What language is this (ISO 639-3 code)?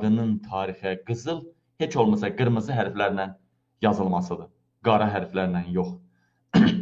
aze